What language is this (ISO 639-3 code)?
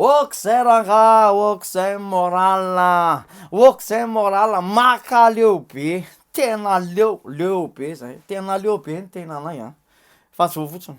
mlg